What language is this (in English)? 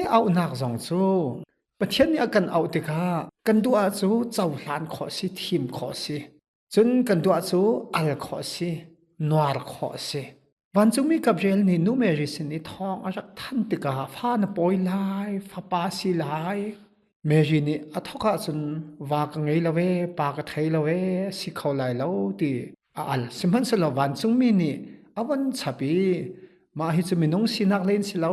Hakha Chin